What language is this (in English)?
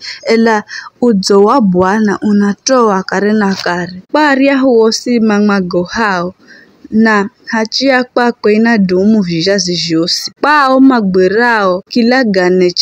Giryama